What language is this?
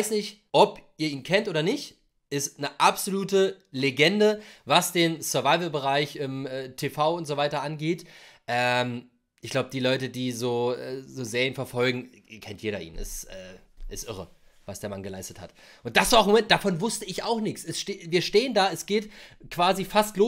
German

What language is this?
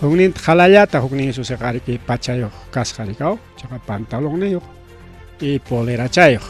Ayacucho Quechua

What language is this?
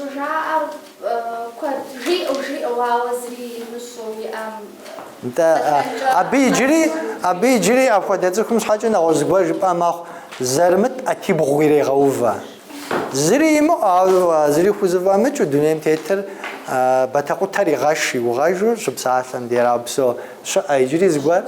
Kabardian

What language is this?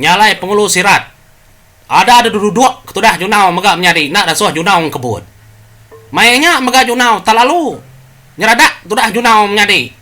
Iban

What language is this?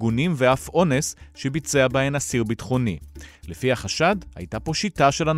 Hebrew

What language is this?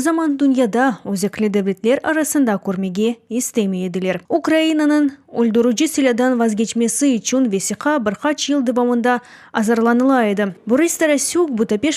Crimean Tatar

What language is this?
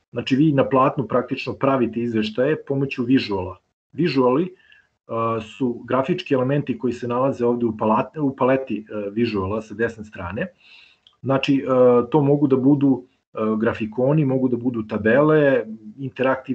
Serbian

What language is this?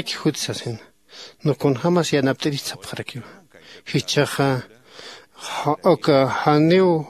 Aymara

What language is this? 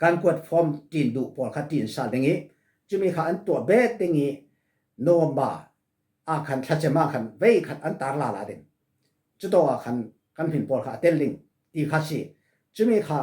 Falam Chin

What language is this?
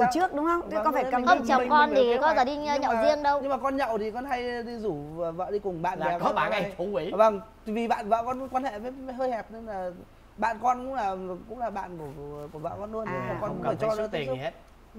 Vietnamese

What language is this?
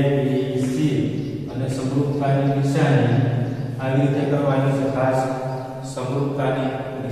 Gujarati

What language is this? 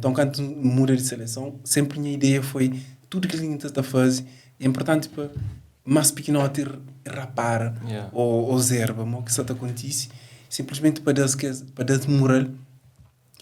Kabuverdianu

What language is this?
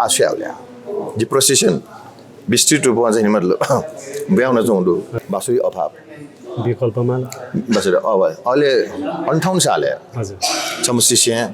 Newari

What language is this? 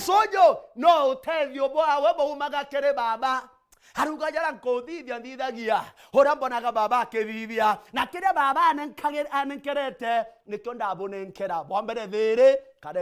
Meru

